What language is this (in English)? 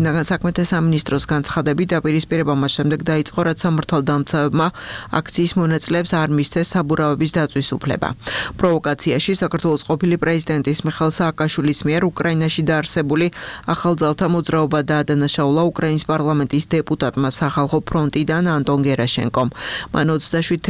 Georgian